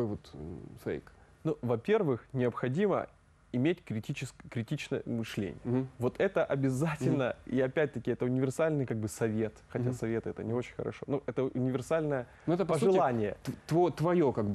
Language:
Russian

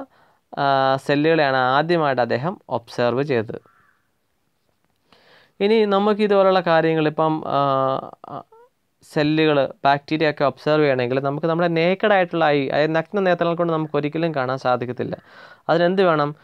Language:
Malayalam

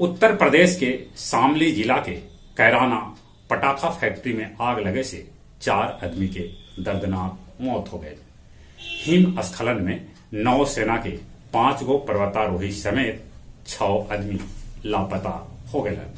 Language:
Magahi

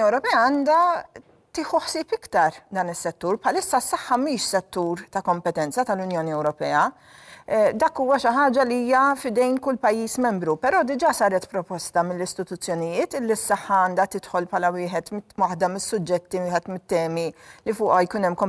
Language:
Maltese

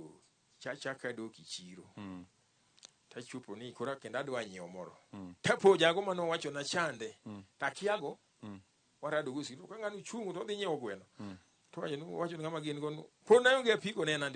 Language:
Luo (Kenya and Tanzania)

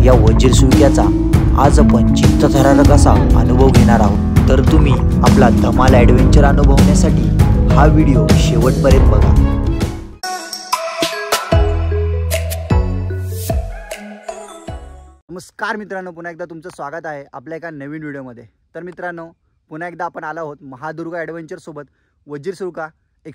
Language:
Marathi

